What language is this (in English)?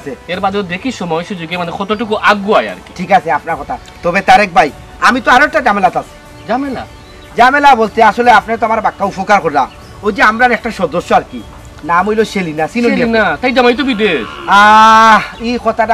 Sylheti